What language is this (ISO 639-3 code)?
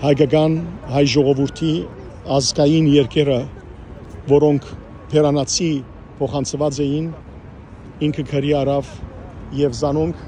hyw